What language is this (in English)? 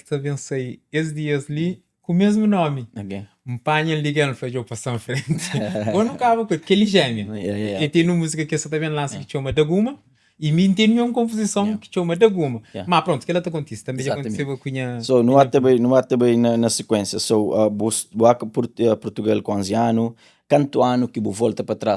Kabuverdianu